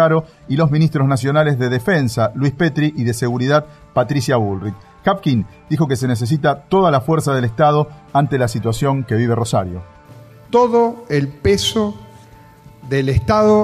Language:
Spanish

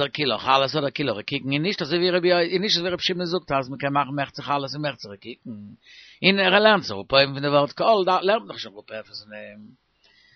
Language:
Yiddish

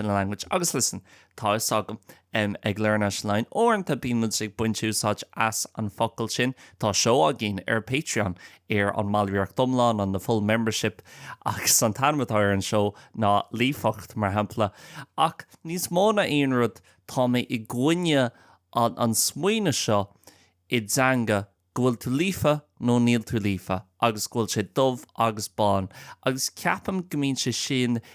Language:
Irish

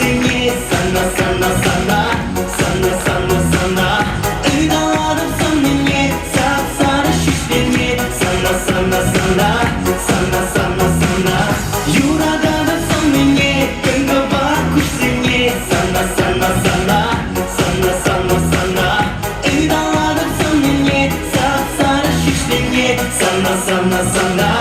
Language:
Chuvash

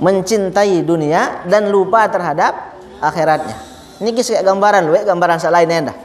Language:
Sasak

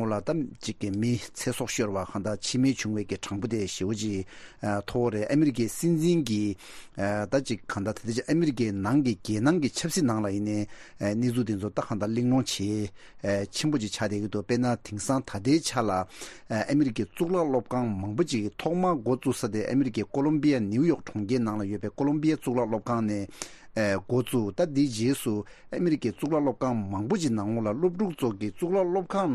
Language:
Tibetan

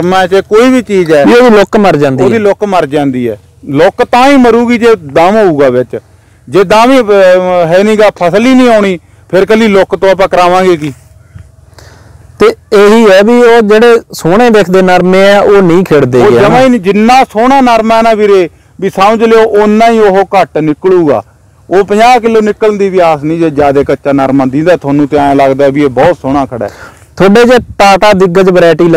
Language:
Punjabi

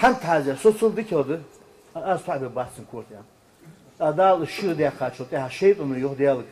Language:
Ingush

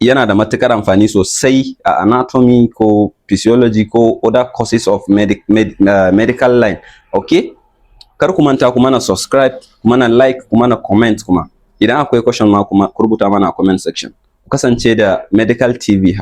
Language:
Hausa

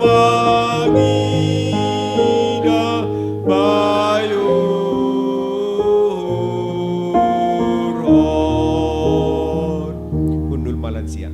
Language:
Batak Simalungun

